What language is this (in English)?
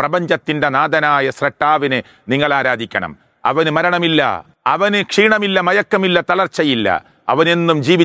Malayalam